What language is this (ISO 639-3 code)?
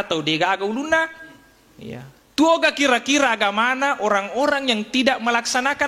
bug